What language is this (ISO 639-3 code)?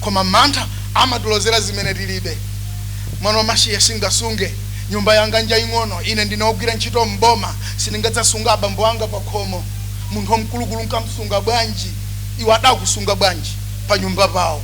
nya